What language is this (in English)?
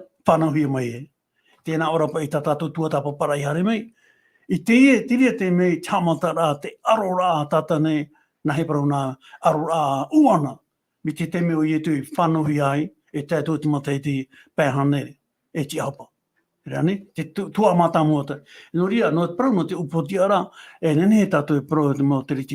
Tahitian